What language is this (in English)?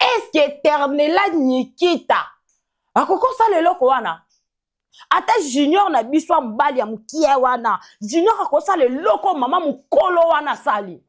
Lingala